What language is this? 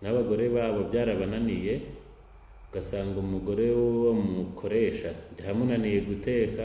Kinyarwanda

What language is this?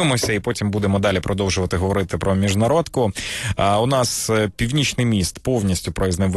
Ukrainian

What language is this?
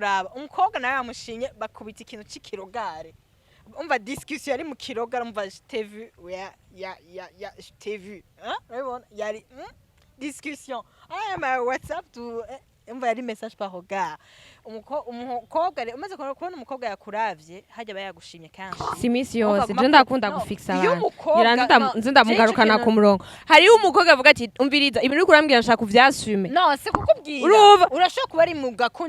Rundi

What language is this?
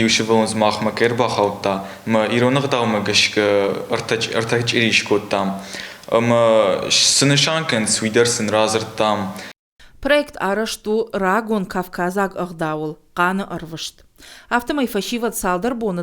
Ossetic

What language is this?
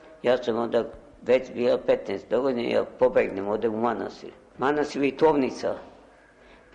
Serbian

